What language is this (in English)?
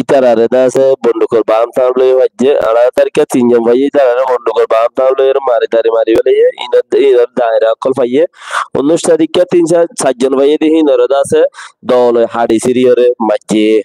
Rohingya